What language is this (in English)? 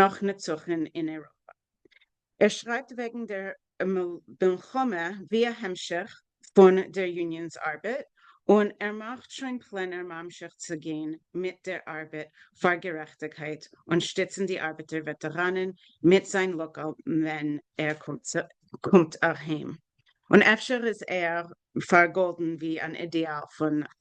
Yiddish